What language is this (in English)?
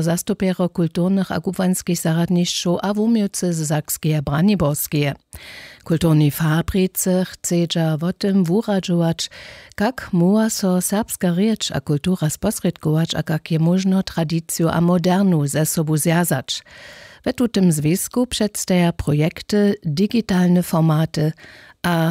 Upper Sorbian